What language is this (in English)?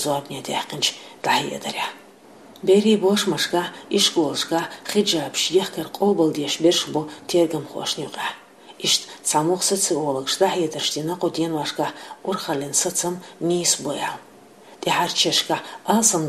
Chechen